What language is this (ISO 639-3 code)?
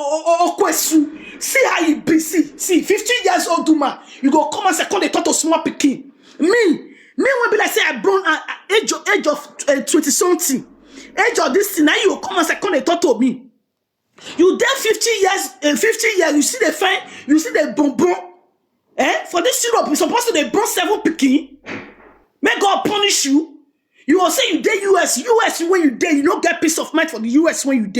pcm